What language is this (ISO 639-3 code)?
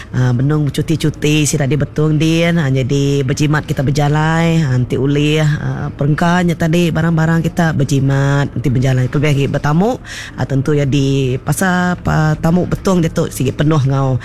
iba